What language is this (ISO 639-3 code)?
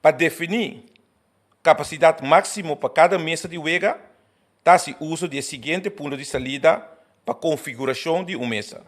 pap